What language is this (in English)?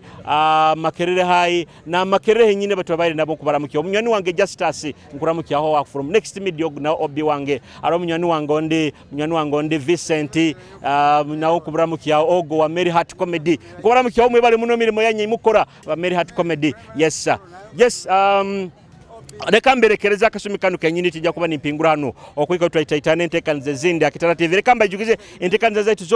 Nyoro